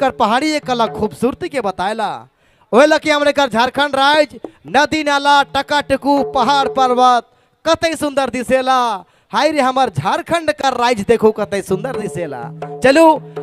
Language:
Sadri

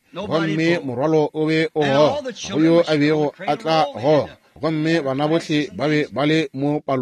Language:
Northern Sotho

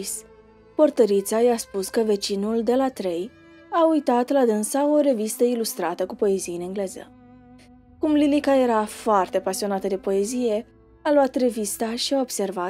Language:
Romanian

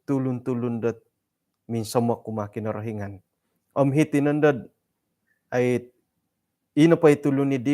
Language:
Central Dusun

